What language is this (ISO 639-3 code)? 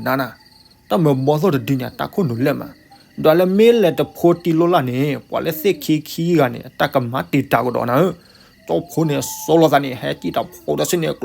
ksw